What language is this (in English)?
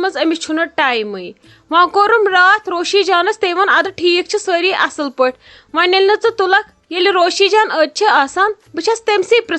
Kashmiri